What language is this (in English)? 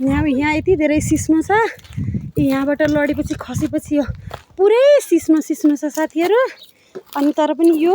Nepali